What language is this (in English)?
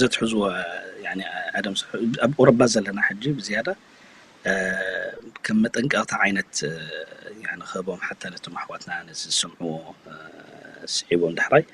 Tigrinya